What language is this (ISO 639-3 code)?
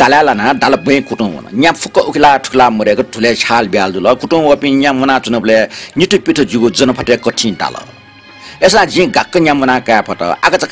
new